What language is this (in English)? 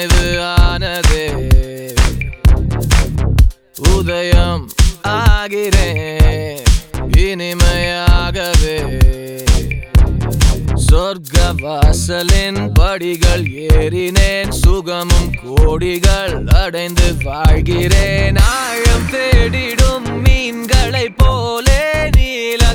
Tamil